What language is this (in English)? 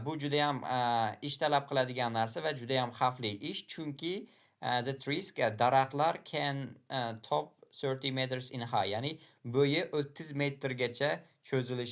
Uzbek